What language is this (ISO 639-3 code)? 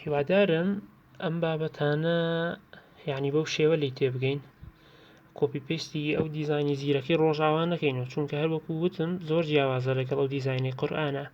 ckb